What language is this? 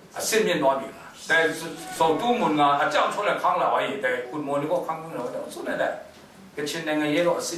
Kachin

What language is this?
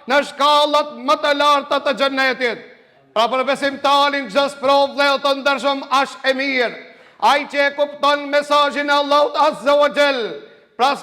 Albanian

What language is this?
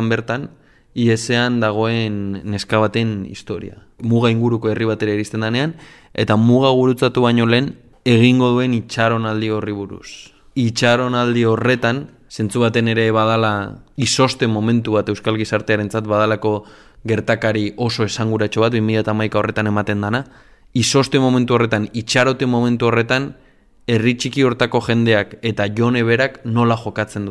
Basque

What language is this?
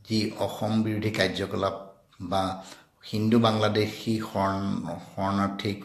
Assamese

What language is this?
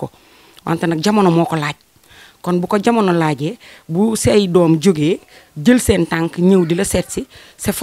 Wolof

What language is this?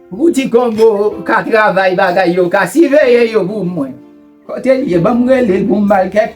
Haitian Creole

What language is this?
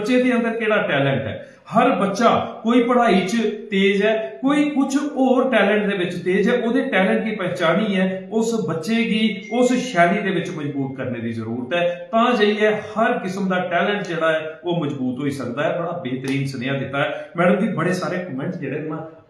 Dogri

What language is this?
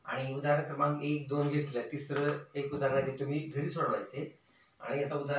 Marathi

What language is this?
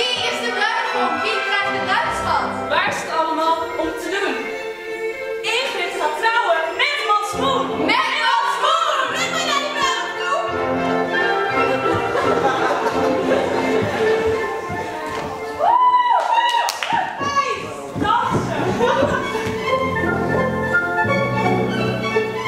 Dutch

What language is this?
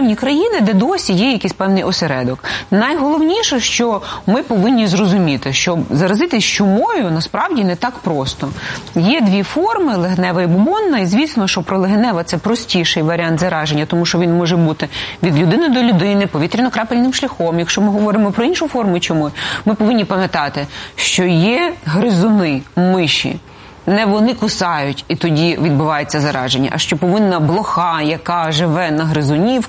Ukrainian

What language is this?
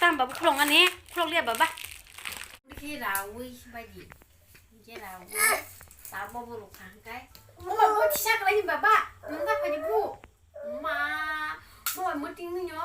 Kok Borok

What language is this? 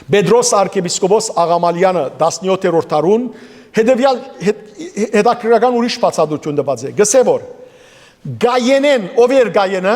Western Armenian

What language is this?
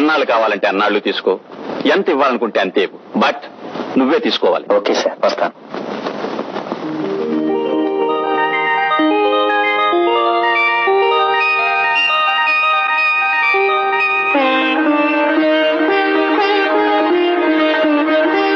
Telugu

